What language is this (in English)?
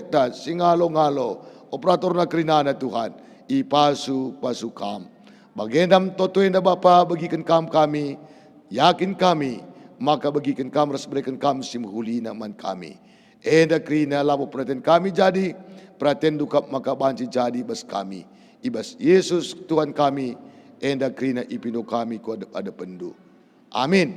Batak Karo